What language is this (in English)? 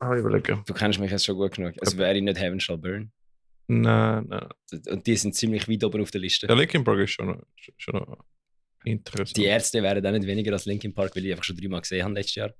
Swiss German